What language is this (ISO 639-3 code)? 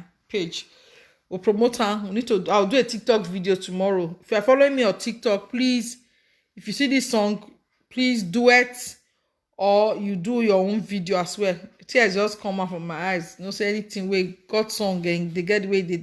pcm